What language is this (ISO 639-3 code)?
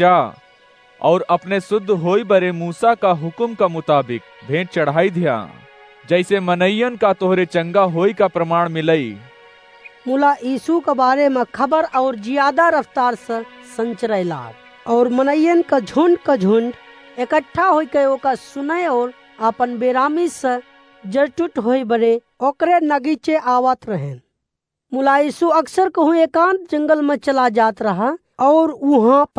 awa